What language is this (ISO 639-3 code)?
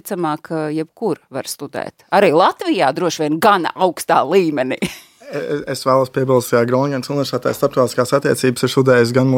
lav